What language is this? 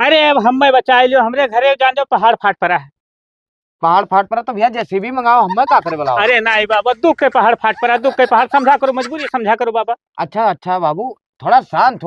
Awadhi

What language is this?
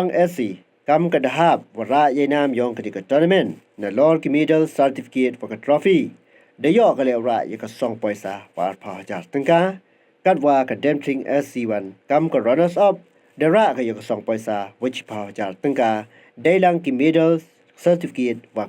Pnar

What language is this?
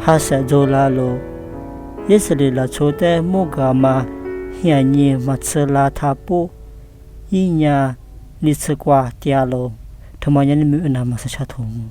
Lisu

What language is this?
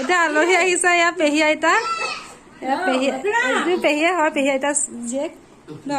Assamese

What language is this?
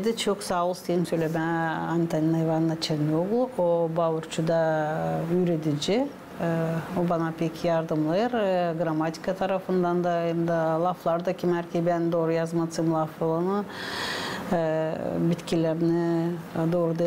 Gagauz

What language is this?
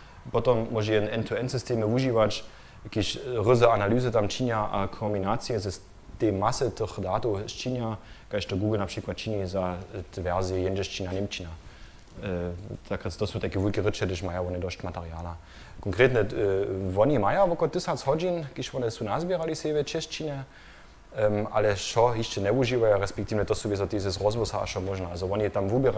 Upper Sorbian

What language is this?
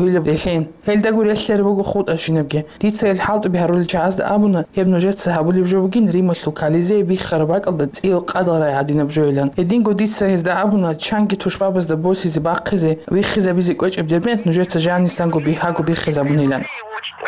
Avaric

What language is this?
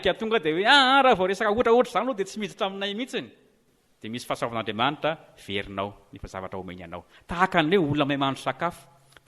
Malagasy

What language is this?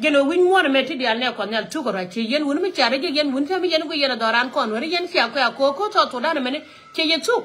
Nuer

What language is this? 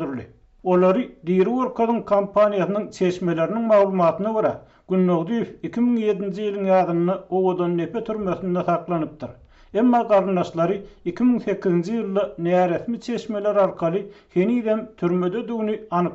Turkmen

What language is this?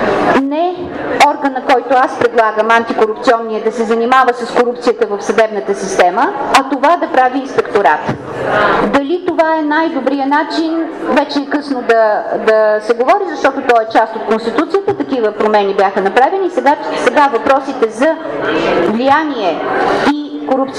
Bulgarian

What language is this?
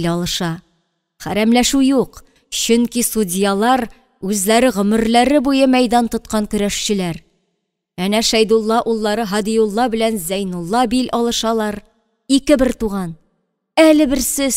Tatar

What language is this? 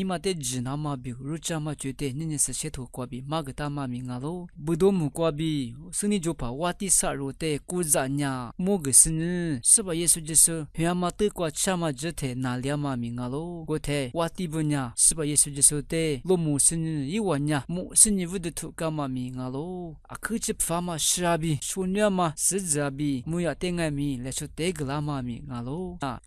Lisu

